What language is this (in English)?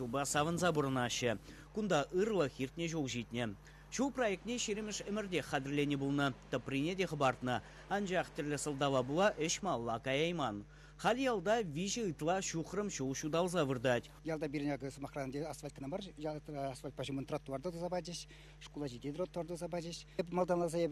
Chuvash